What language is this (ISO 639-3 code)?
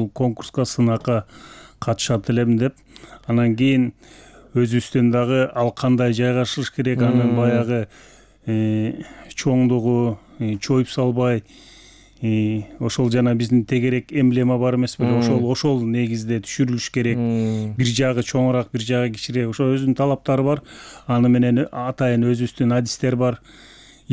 kir